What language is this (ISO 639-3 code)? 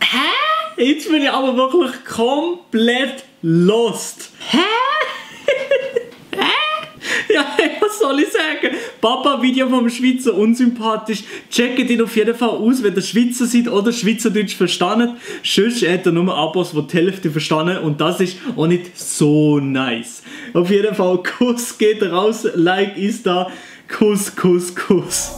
gsw